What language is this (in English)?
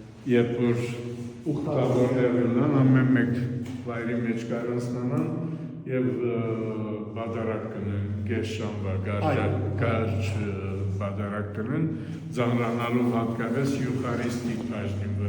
Western Armenian